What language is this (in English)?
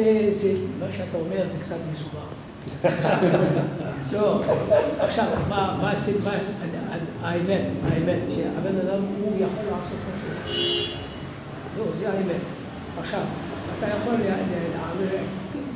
Hebrew